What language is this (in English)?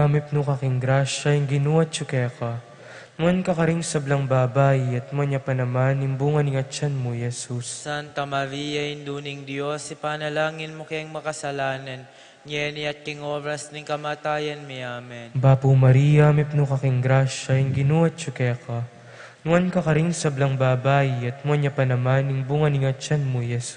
Pampanga